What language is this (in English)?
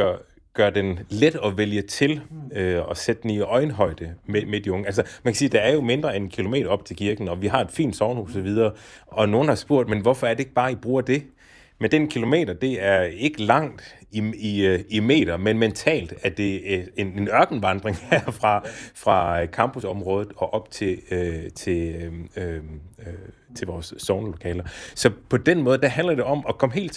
Danish